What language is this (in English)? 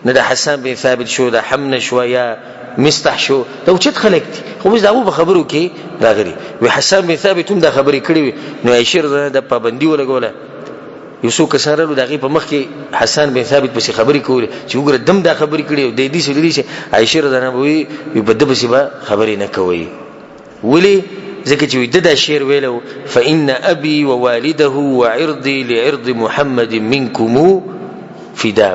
Pashto